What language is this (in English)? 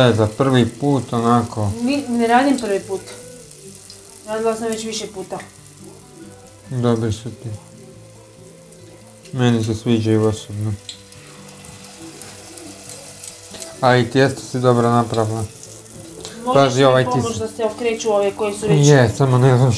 Croatian